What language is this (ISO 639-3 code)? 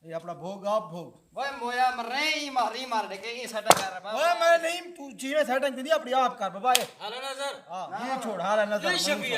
skr